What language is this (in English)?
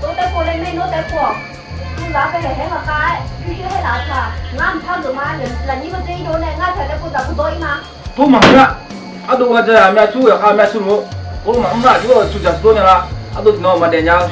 Akha